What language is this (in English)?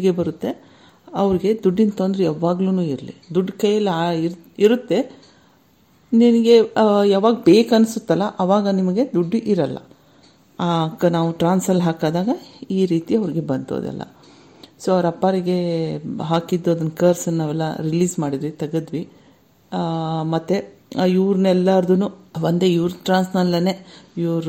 Kannada